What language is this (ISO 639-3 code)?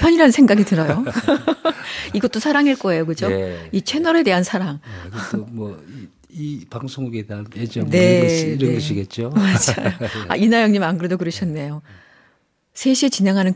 kor